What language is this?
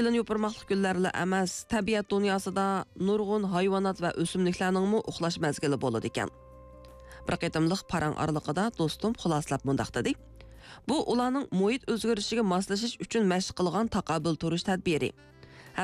Uyghur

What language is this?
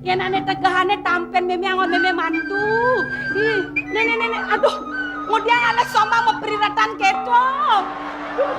Balinese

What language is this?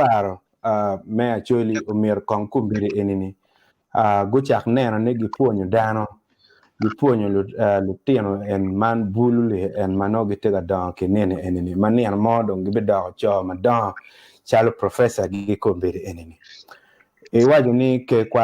Acoli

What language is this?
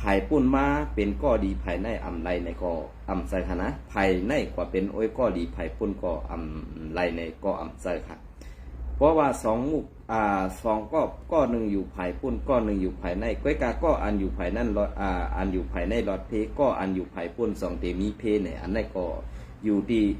Shan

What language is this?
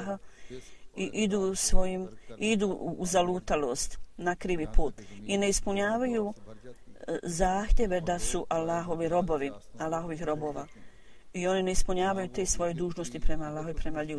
Bosnian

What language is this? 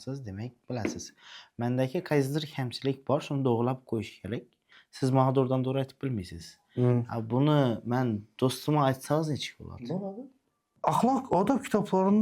Uzbek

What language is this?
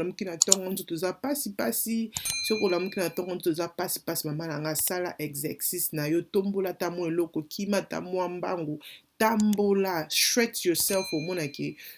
Lingala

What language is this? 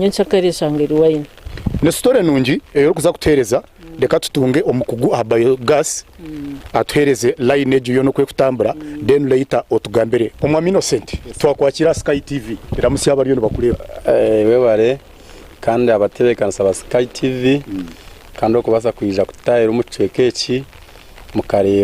Nyankole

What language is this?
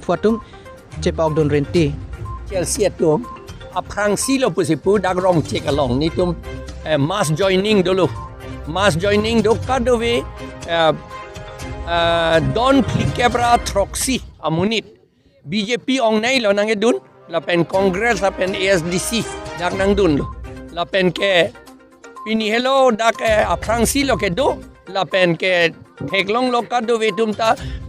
Karbi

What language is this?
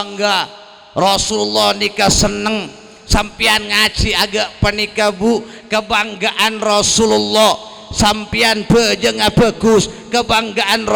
Madurese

